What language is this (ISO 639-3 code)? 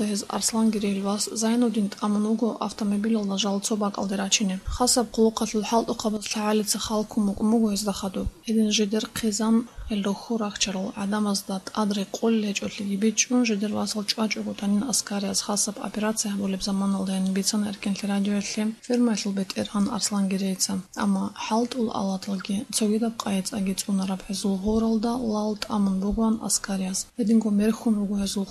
ava